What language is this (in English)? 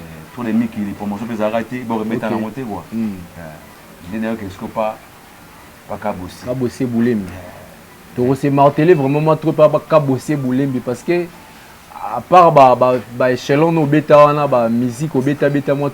Lingala